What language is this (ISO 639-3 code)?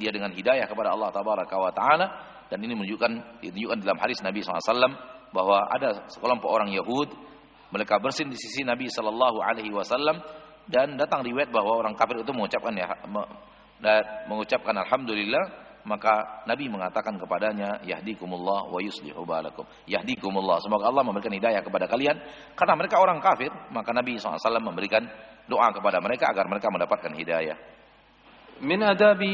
ind